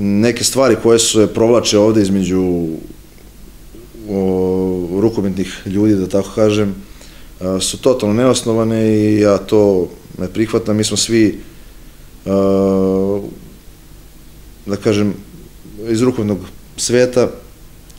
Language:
Serbian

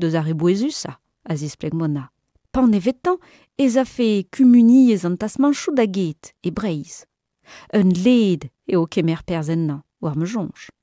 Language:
Breton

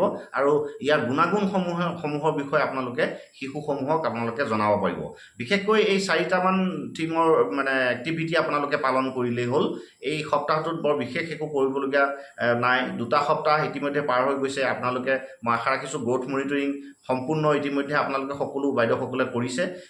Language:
Assamese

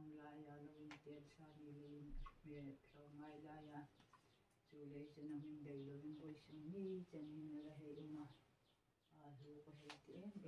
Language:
Hmar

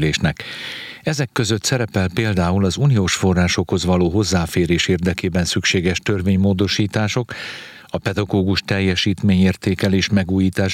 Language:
Hungarian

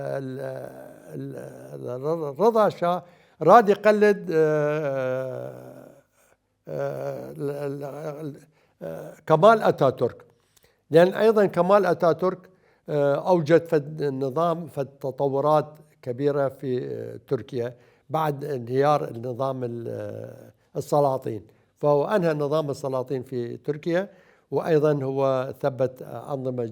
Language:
Mesopotamian Arabic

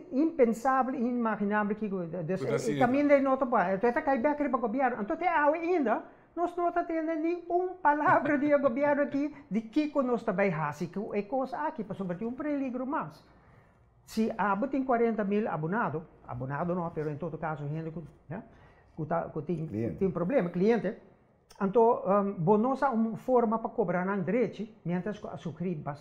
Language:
Papiamento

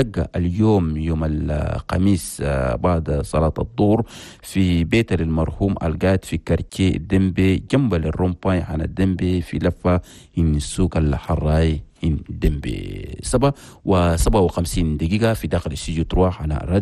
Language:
Chadian Arabic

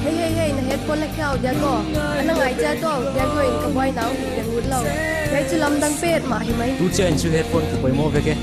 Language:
Paite Chin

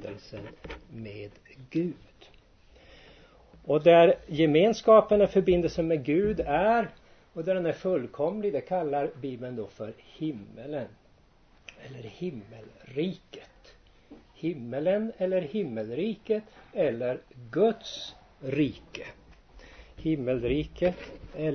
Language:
Swedish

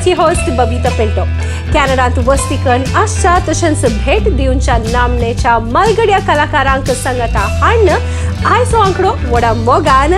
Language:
Konkani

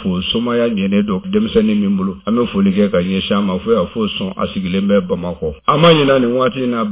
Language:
Bambara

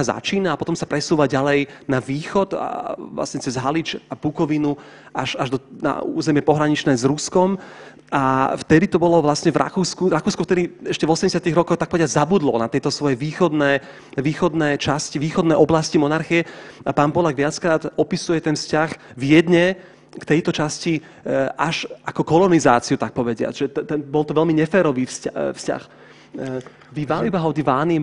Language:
Slovak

